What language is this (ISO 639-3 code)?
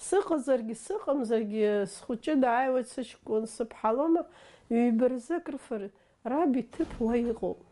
abk